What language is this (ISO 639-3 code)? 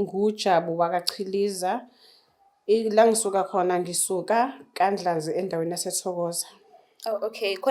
zul